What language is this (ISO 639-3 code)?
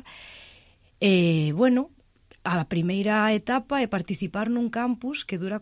glg